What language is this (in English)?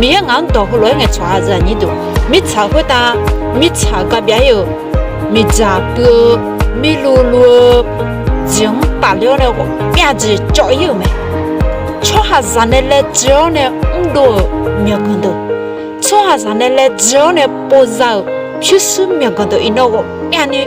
Akha